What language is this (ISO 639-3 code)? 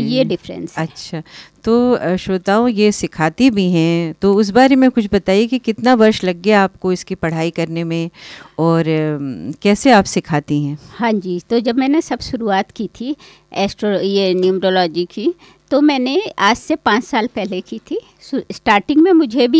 hin